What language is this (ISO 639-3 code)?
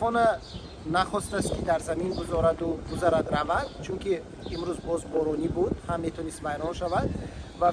tgk